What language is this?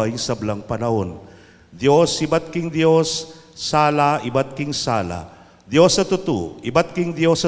Pampanga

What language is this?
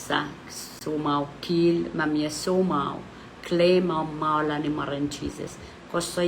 Pohnpeian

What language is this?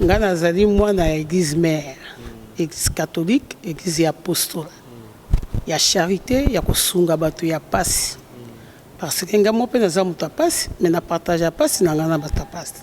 Lingala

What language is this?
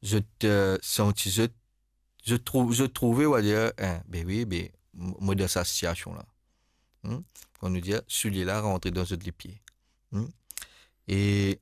Morisyen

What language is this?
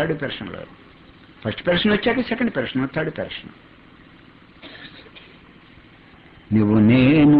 Telugu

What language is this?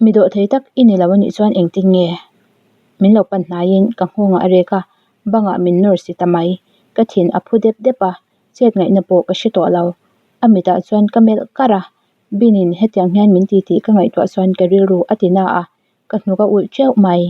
Mizo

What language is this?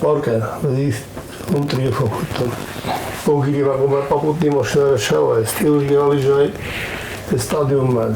Ossetic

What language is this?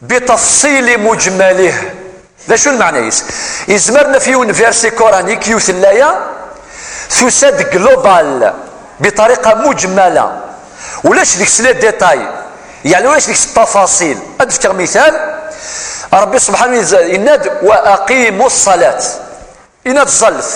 Kabyle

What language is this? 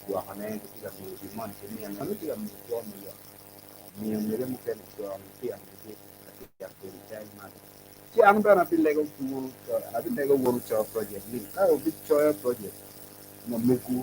Acoli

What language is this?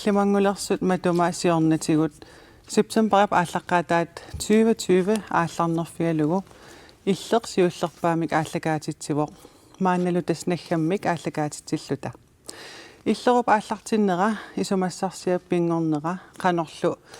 Kalaallisut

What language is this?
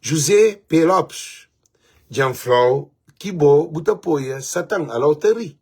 Kabuverdianu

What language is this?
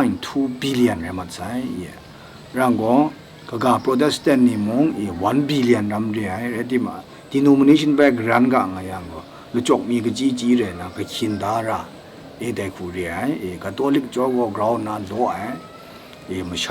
Kachin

